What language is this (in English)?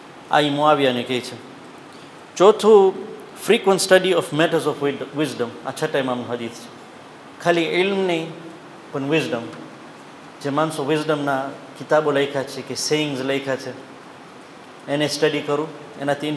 Gujarati